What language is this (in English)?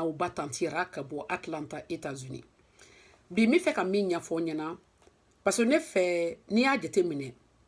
Bambara